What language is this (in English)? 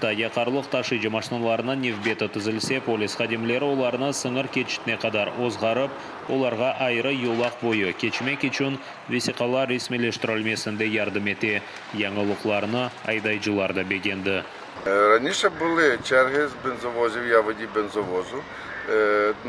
Crimean Tatar